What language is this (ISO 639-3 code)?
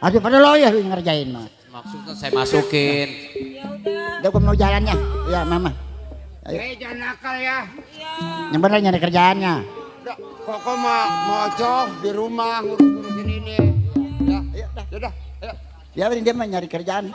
bew